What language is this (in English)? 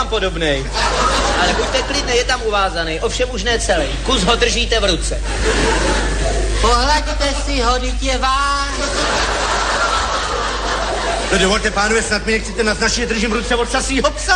Czech